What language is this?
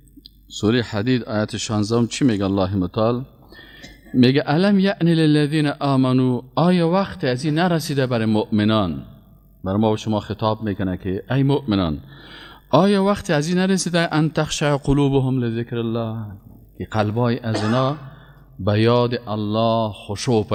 Persian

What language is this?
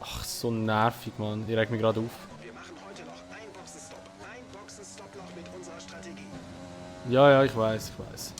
Swiss German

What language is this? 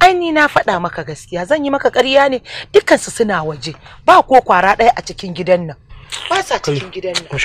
Hausa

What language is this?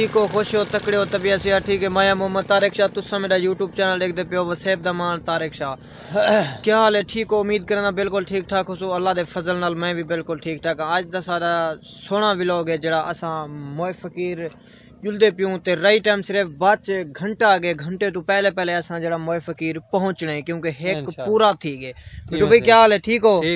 Saraiki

